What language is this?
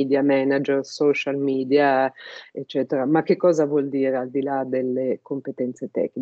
Italian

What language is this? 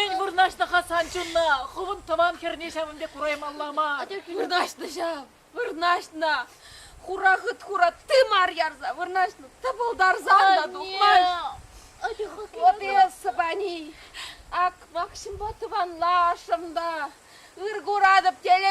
Chuvash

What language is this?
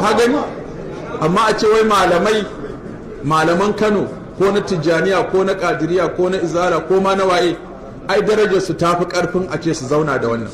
Hausa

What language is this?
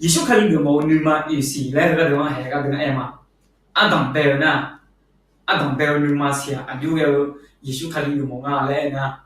Akha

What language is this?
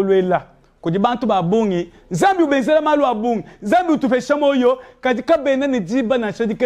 Luba-Lulua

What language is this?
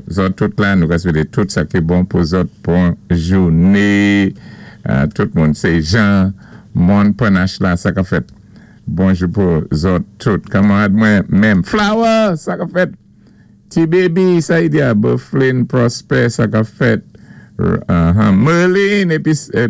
Saint Lucian Creole French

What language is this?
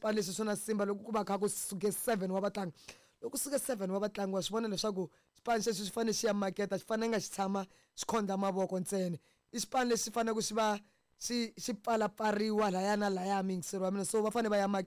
Tsonga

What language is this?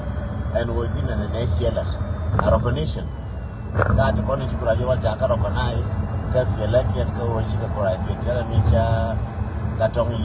Nuer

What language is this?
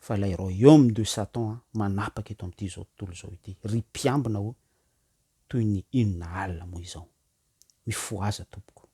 Malagasy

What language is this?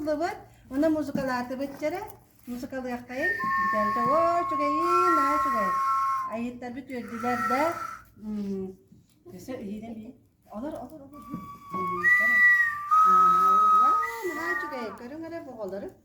Yakut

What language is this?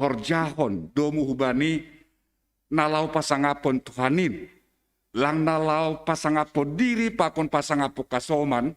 Batak Simalungun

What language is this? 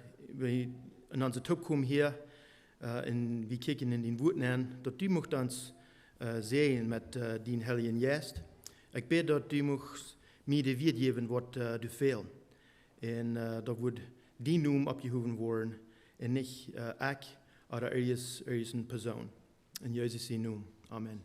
Plautdietsch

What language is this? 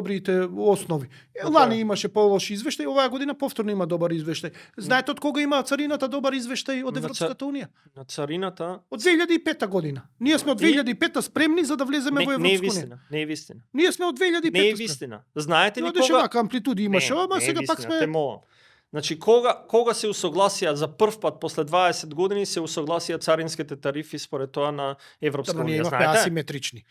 Macedonian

